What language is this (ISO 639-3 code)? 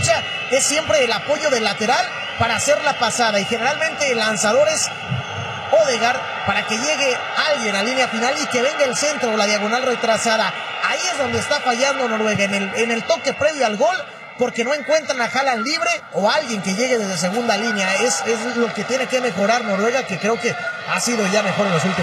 spa